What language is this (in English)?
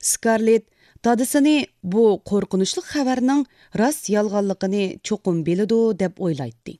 Uyghur